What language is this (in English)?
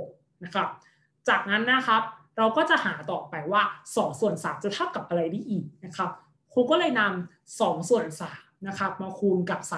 Thai